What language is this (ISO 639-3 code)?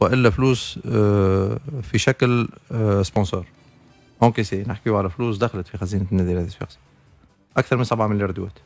aeb